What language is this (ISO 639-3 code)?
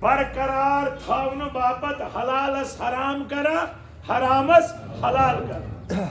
kas